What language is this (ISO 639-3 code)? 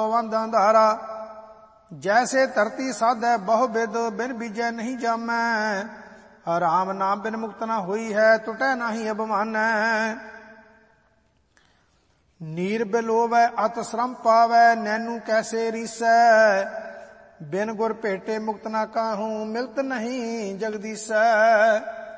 pan